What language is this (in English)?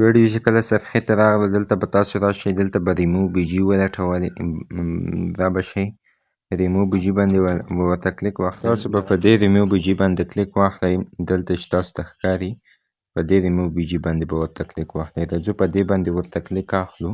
Pashto